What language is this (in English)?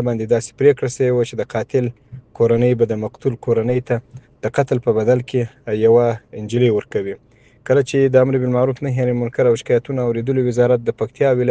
Pashto